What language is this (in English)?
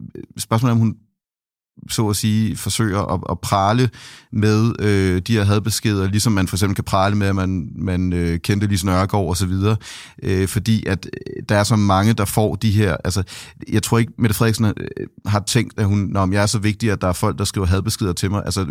Danish